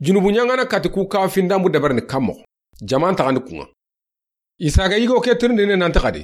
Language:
Soninke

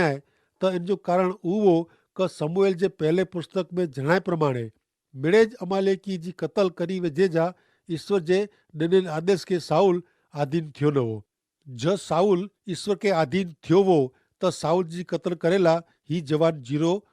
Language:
Kachhi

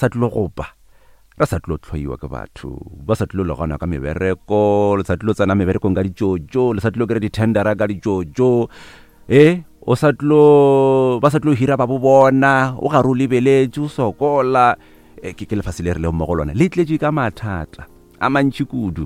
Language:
Northern Sotho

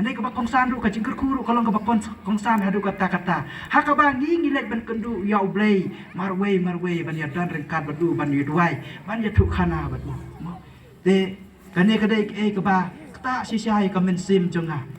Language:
Khasi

